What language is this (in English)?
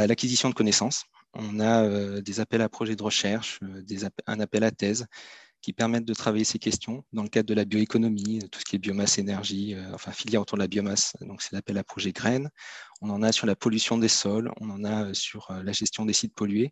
French